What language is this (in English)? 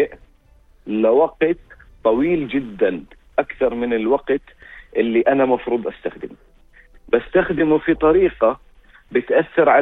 North Levantine Arabic